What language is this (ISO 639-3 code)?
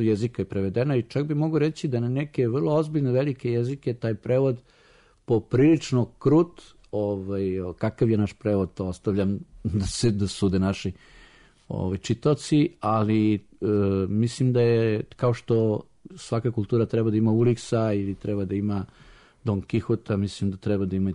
srp